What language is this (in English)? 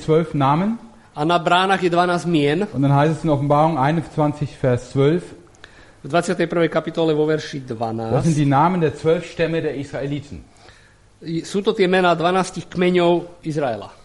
Slovak